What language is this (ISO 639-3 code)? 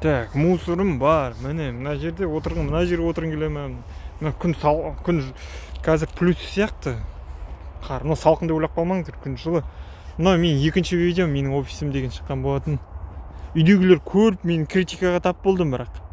kaz